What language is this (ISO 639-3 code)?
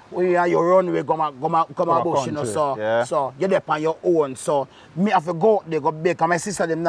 jam